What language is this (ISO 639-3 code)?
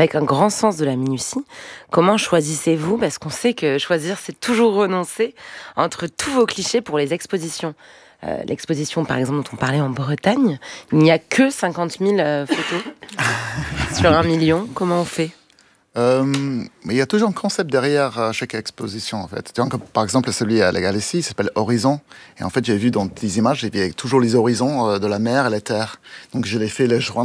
fra